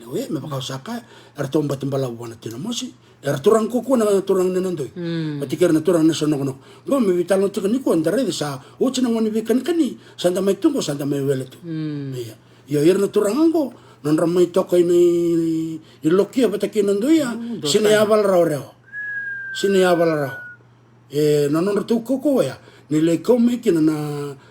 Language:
Fijian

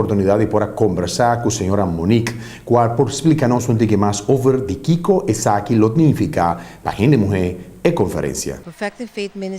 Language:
Papiamento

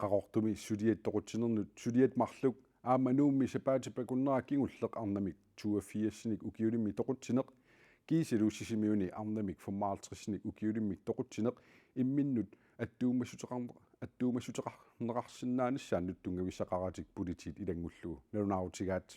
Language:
Kalaallisut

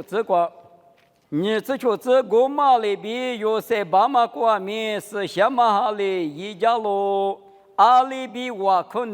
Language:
Lisu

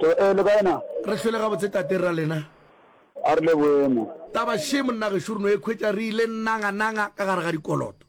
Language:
Northern Sotho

